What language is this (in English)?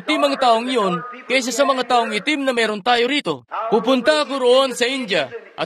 Filipino